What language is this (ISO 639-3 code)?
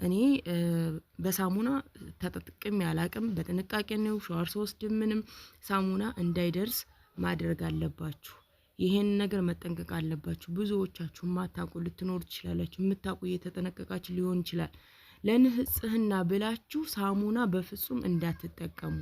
amh